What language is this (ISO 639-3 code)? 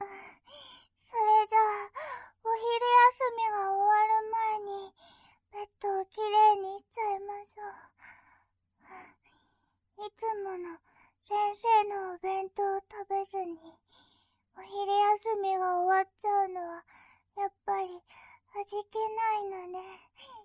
jpn